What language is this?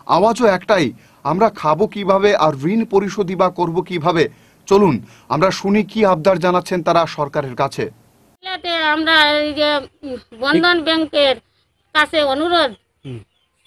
Bangla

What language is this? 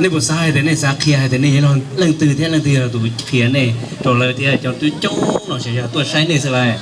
Hmong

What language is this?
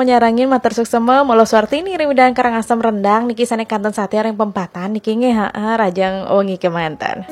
Balinese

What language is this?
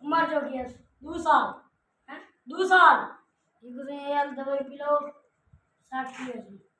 Saraiki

